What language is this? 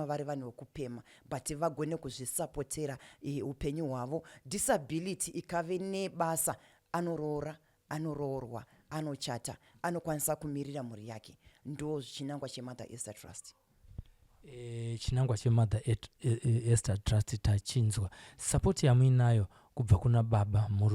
Shona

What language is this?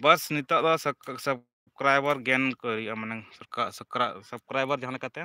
Santali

